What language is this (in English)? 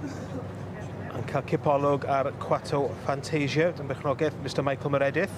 Welsh